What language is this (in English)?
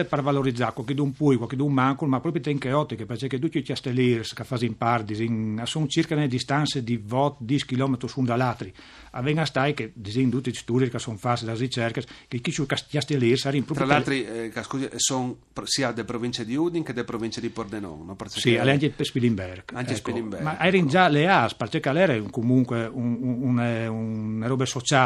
Friulian